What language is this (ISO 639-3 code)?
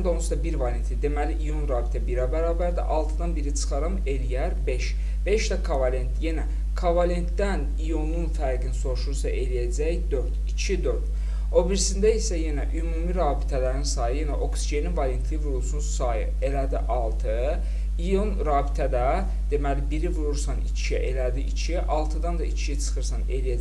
aze